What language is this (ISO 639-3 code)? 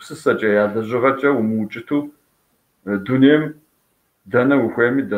kbd